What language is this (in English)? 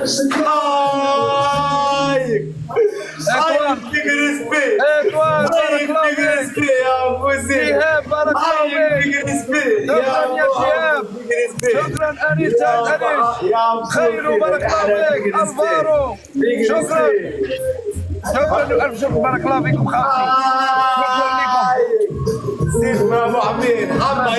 Algerian Arabic